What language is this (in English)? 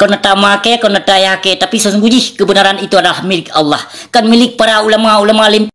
Achinese